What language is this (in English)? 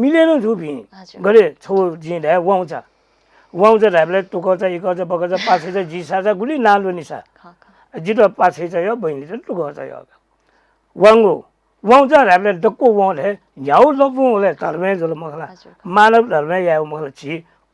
Newari